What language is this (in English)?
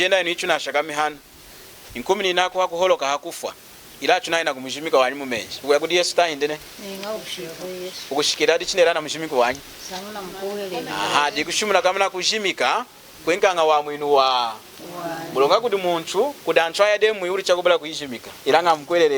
Lunda